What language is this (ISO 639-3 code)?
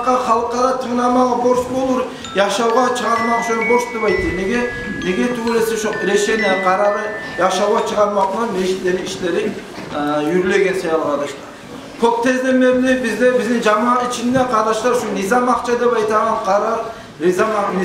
kum